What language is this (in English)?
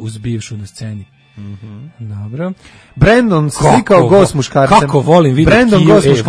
Serbian